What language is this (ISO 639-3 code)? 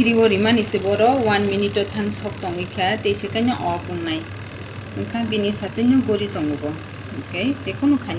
trp